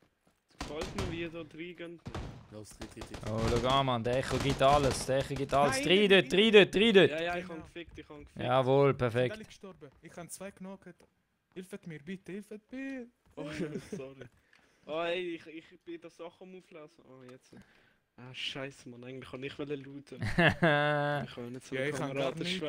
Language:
Swiss German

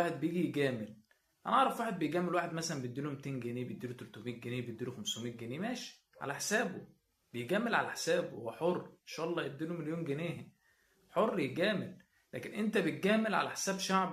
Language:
Egyptian Arabic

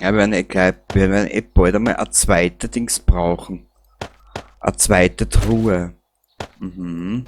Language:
Bavarian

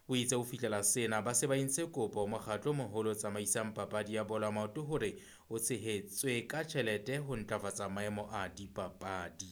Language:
Southern Sotho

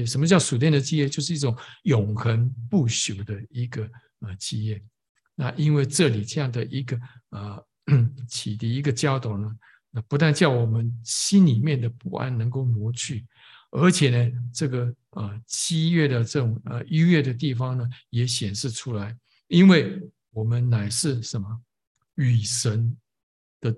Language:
Chinese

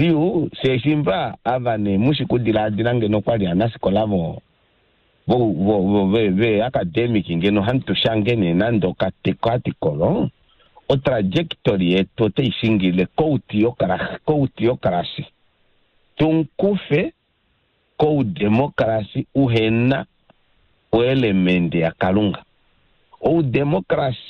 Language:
Kuanyama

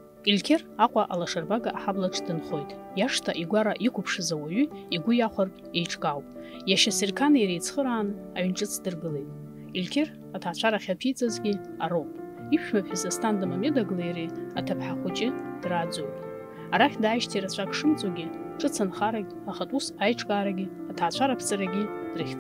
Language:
Abkhazian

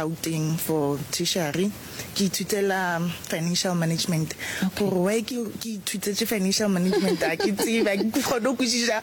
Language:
Northern Sotho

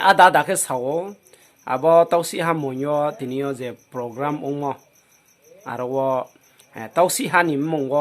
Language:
Riang (India)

